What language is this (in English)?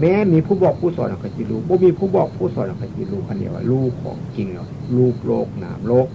Northeastern Thai